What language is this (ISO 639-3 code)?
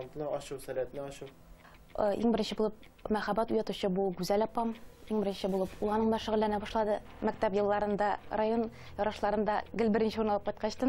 tat